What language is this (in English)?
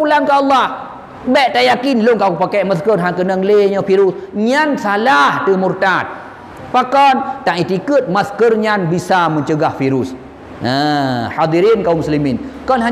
Achinese